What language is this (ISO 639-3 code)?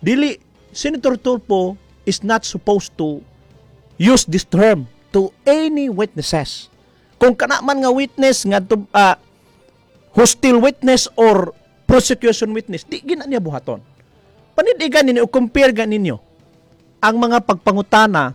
ceb